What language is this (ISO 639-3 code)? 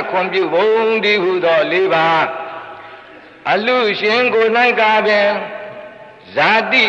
mya